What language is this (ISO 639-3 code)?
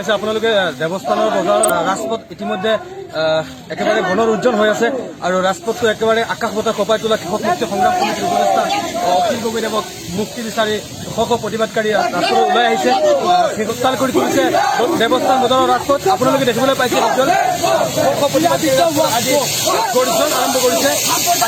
asm